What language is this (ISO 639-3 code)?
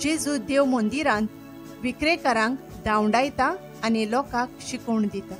kok